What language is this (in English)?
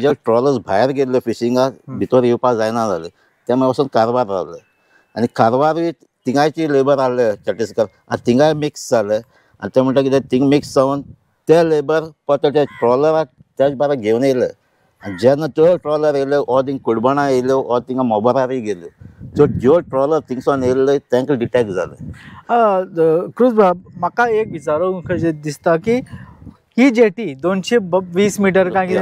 Konkani